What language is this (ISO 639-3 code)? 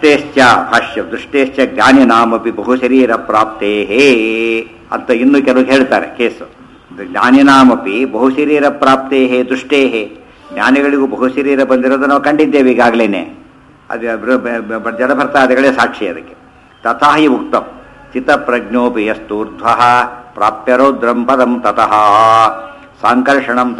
kan